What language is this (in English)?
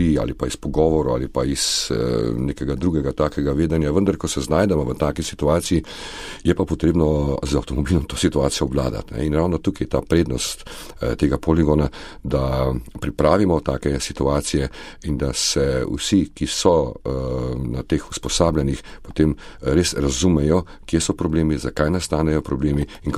Slovenian